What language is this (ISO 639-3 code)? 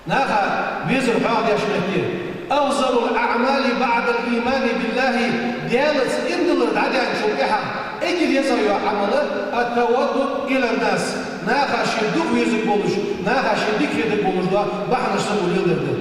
inh